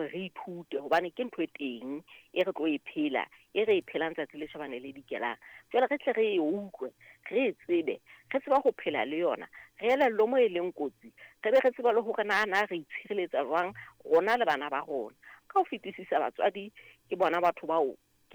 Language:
Southern Sotho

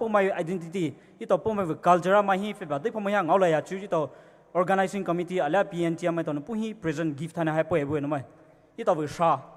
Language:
Poumei Naga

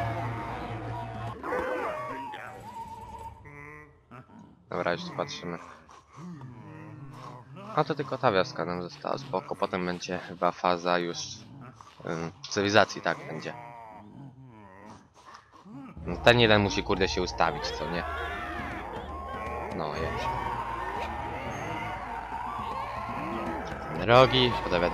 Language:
Polish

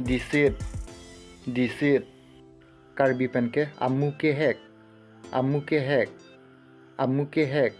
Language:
Karbi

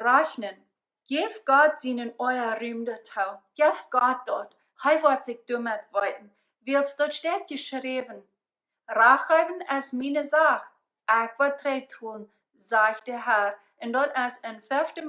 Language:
Plautdietsch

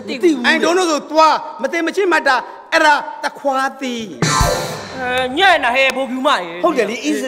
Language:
Burmese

